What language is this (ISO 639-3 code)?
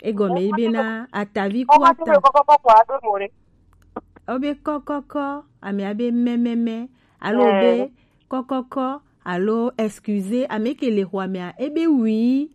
gej